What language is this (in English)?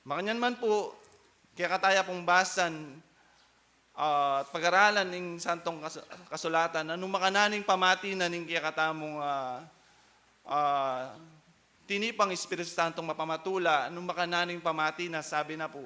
Pampanga